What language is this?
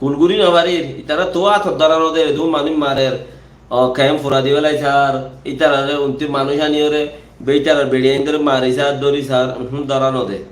Rohingya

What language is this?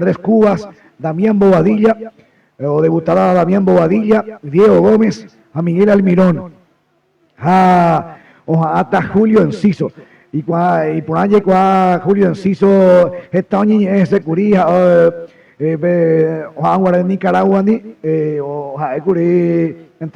Guarani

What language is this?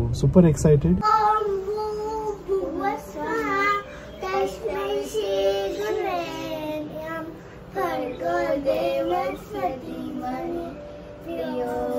Marathi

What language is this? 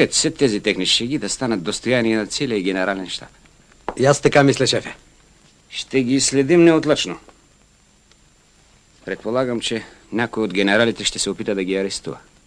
Bulgarian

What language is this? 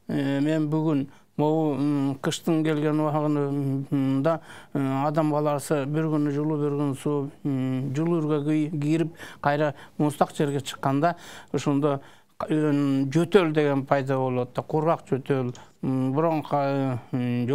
Kyrgyz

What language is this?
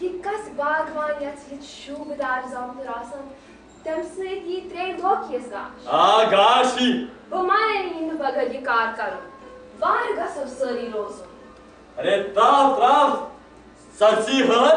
Kashmiri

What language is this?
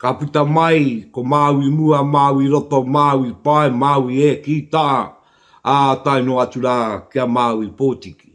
Māori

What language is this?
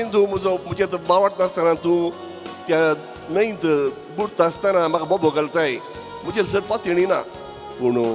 Konkani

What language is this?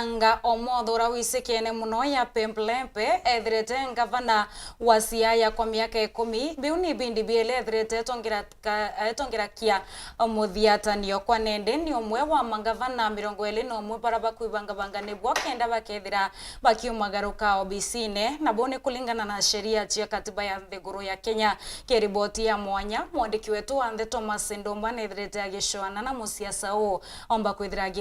Meru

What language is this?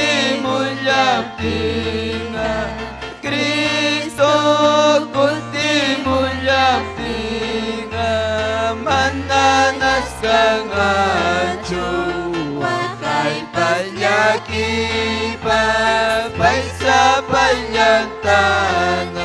Ayacucho Quechua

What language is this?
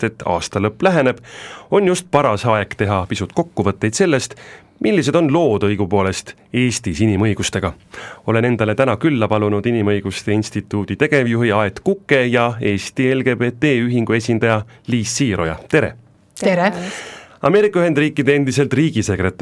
Estonian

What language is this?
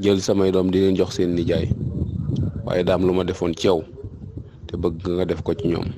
Wolof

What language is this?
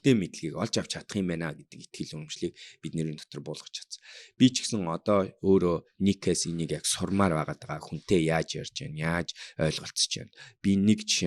Mongolian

